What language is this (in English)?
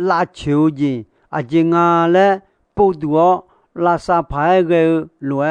Akha